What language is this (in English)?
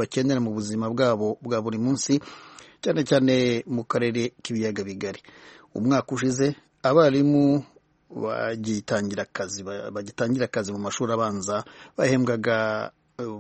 Kinyarwanda